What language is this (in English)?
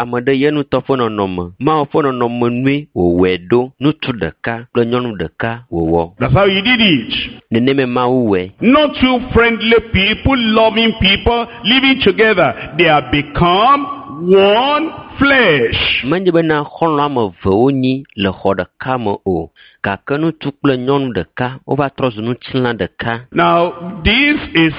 Ewe